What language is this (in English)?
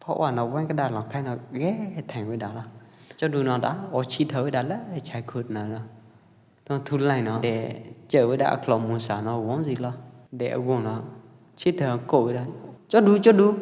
Pwo Eastern Karen